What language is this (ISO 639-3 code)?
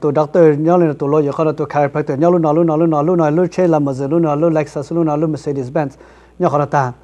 hmn